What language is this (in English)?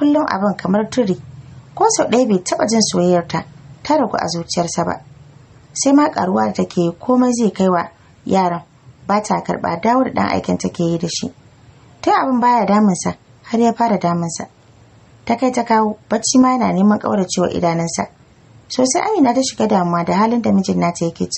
Hausa